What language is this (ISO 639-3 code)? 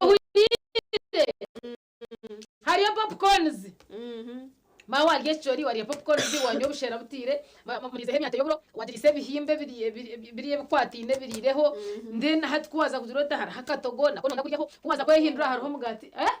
nyn